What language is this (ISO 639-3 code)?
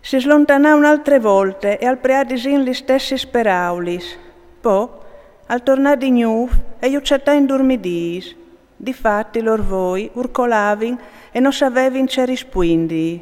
fur